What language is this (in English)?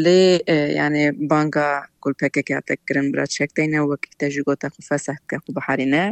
Kurdish